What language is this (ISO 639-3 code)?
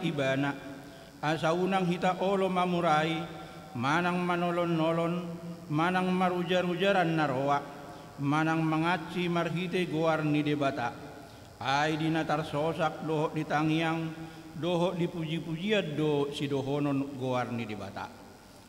bbc